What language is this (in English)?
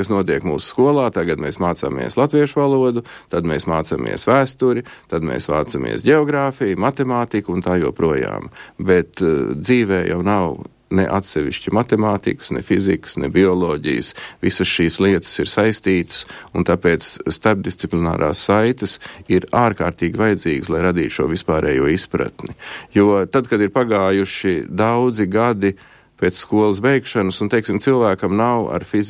Latvian